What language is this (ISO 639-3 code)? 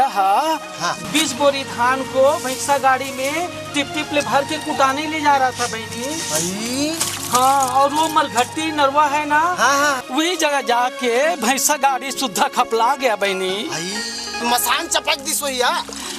hne